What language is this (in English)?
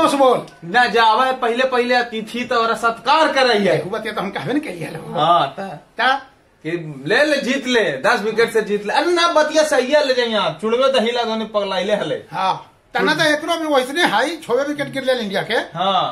Magahi